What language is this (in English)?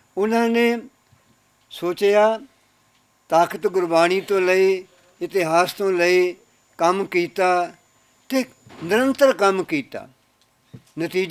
Western Panjabi